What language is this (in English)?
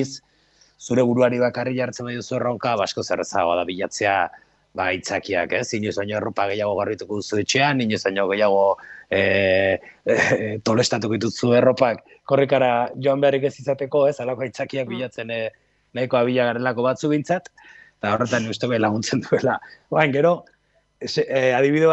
Basque